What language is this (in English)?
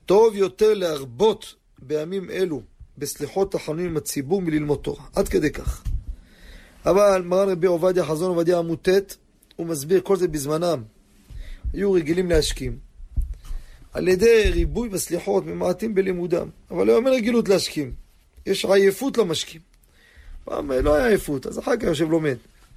Hebrew